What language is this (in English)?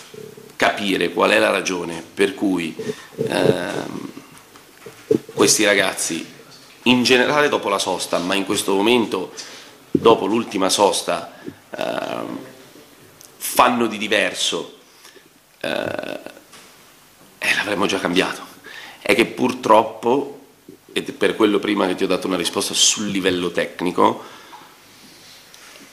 Italian